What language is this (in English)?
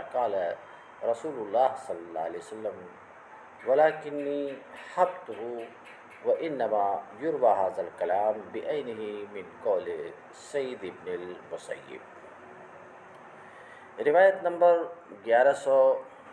Urdu